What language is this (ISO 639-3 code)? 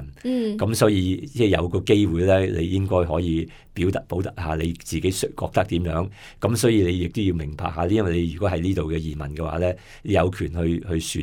yue